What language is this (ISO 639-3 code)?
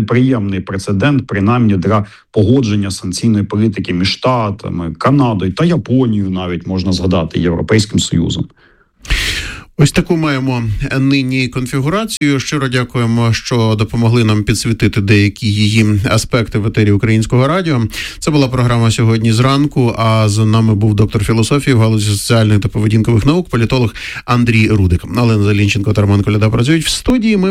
ukr